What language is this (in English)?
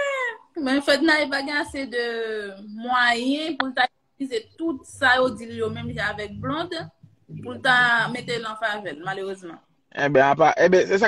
Haitian Creole